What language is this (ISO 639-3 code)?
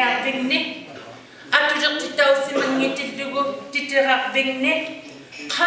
iku